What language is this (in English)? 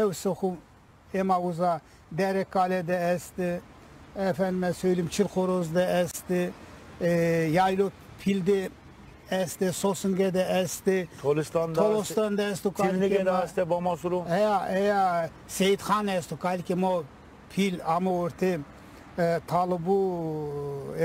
Zaza